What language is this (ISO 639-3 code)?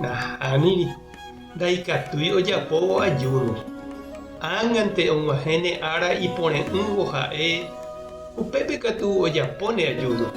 grn